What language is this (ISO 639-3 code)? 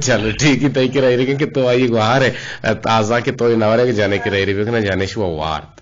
bgp